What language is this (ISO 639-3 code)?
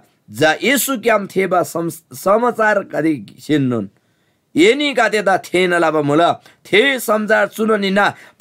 taj